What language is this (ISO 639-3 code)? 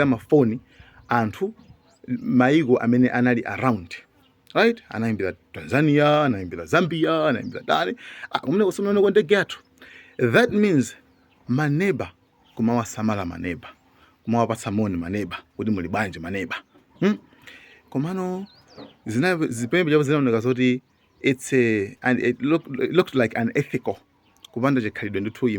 nya